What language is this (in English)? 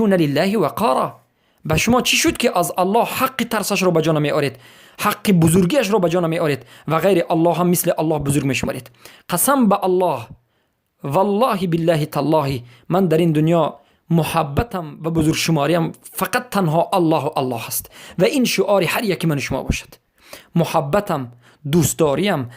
Persian